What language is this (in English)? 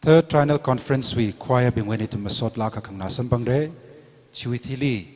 Tangkhul Naga (India)